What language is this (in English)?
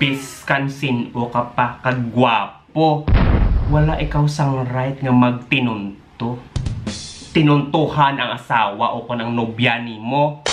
Hiligaynon